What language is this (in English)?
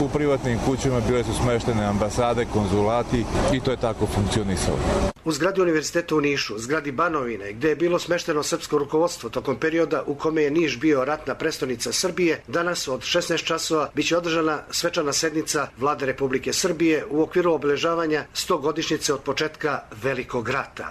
Serbian